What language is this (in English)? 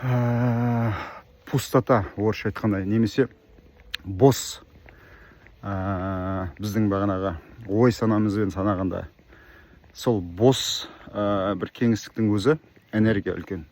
Kazakh